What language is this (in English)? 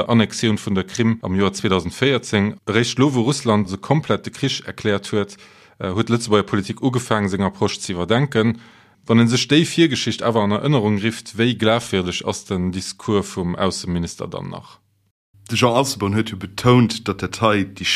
Luxembourgish